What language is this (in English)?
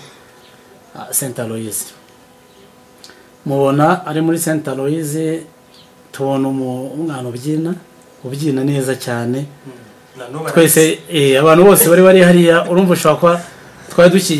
Kinyarwanda